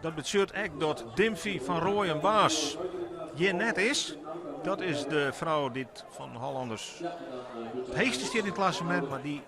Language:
Western Frisian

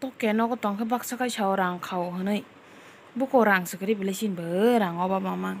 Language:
Kok Borok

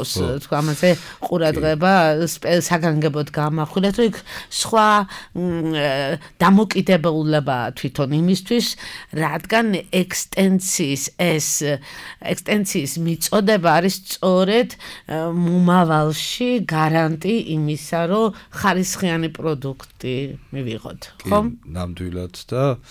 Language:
Georgian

